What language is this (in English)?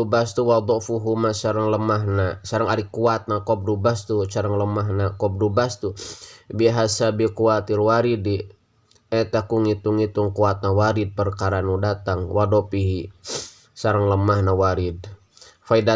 Sundanese